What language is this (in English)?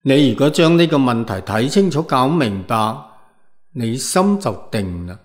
Cantonese